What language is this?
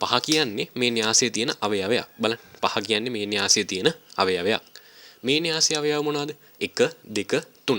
Sinhala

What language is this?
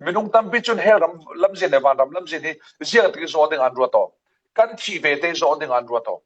Falam Chin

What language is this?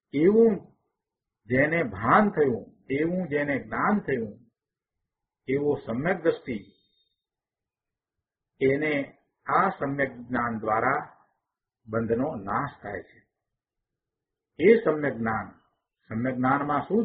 Gujarati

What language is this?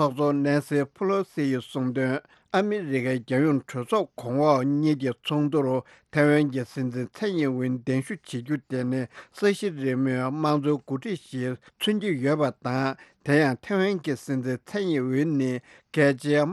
Tibetan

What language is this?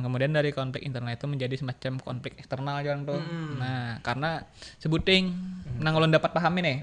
Banjar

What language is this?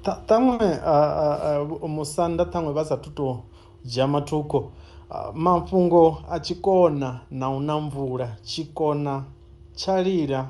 Venda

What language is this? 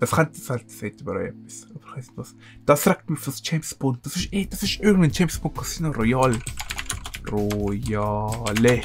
Swiss German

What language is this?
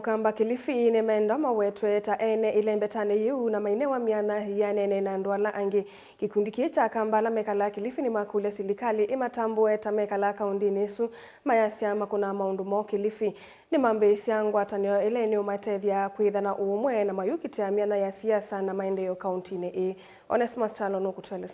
Kamba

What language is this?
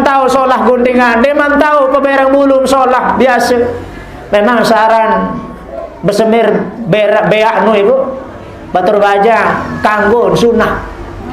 Sasak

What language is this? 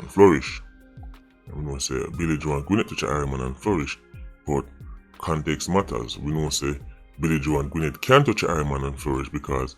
Jamaican Creole English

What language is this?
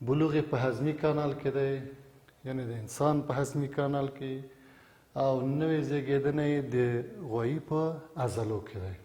Pashto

